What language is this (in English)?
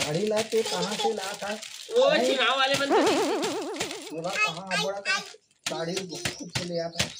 Chhattisgarhi